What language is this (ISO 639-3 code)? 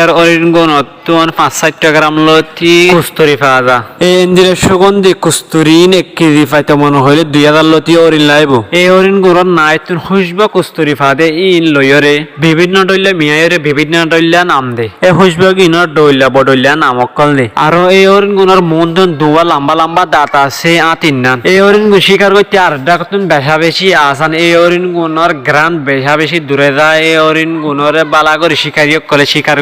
rhg